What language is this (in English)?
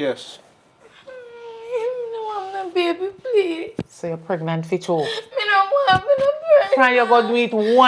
Jamaican Creole English